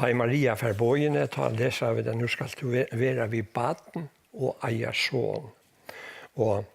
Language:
Faroese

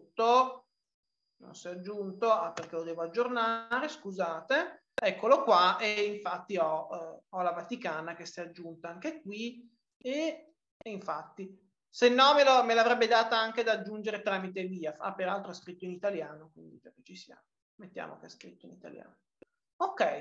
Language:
Italian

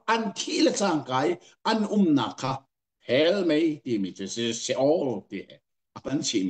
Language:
Hakha Chin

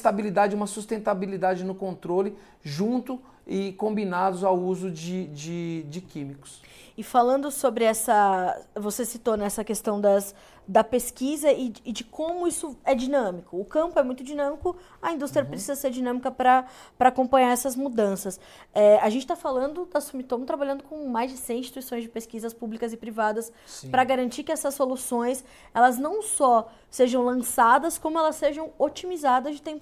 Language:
Portuguese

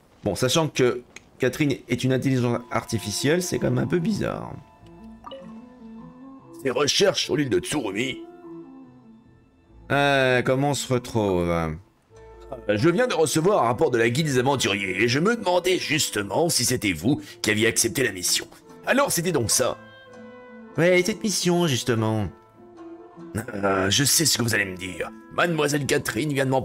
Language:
French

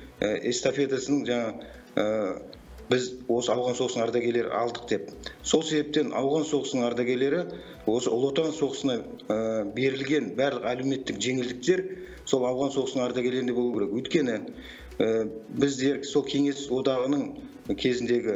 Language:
Kazakh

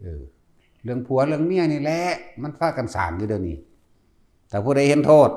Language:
Lao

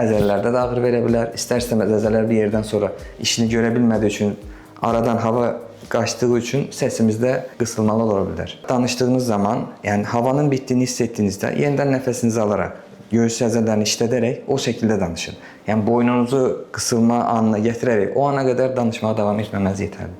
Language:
Azerbaijani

